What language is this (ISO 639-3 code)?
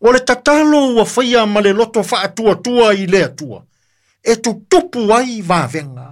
smo